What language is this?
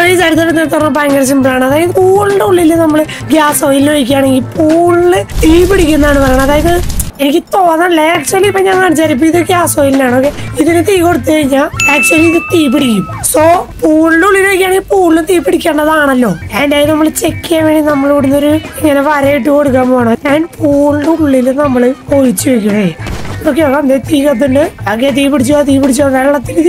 Malayalam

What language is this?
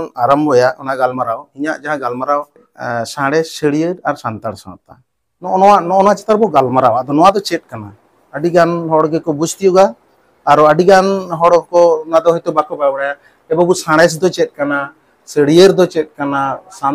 Santali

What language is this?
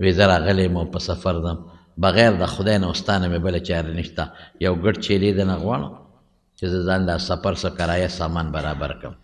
Pashto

